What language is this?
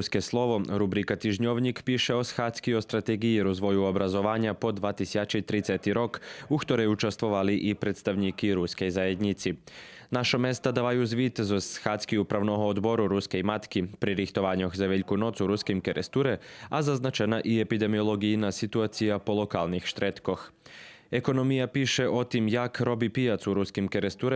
Rusyn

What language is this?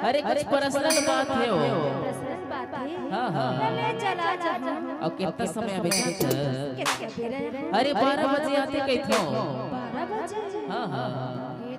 Chhattisgarhi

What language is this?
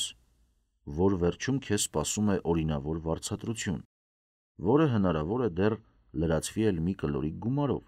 Armenian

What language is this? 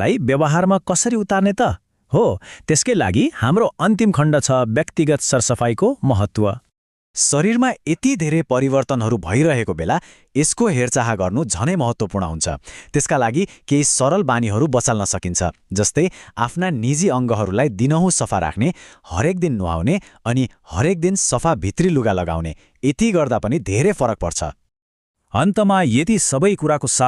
Nepali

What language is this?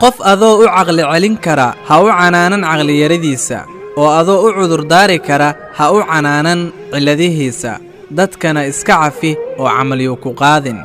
Somali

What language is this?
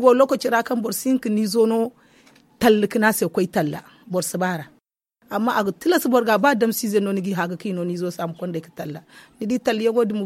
Zarma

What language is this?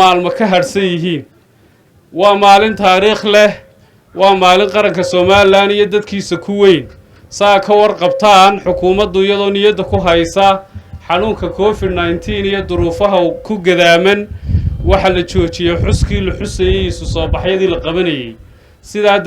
Somali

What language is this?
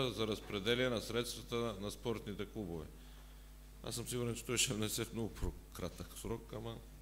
Bulgarian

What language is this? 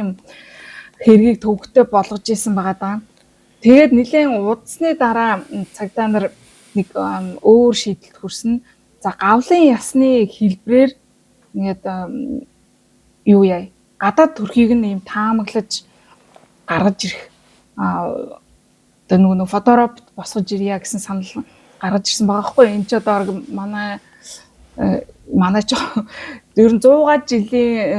Mongolian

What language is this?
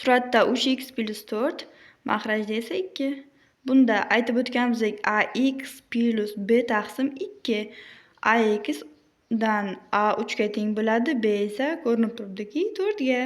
Uzbek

